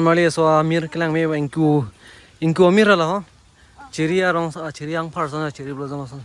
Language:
Karbi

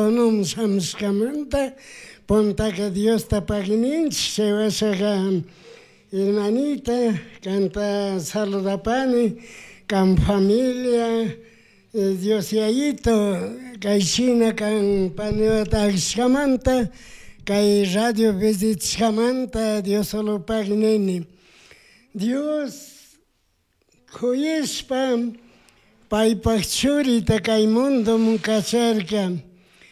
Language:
Chimborazo Highland Quichua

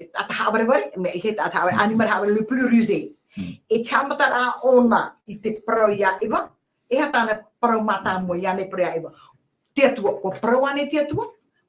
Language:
Tahitian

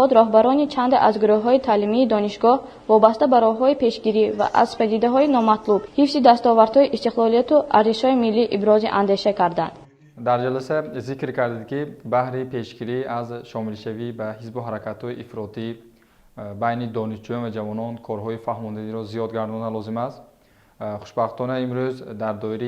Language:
Tajik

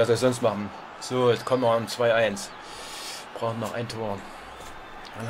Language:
German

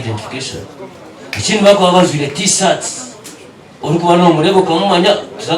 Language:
Nyankole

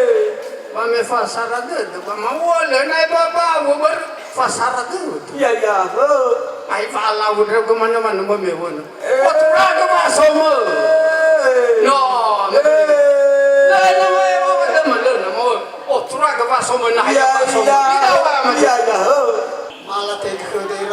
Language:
Nias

